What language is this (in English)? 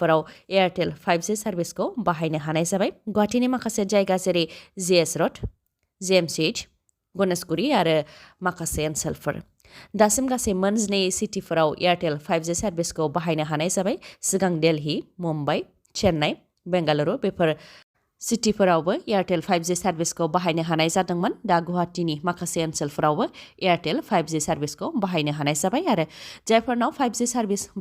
Bodo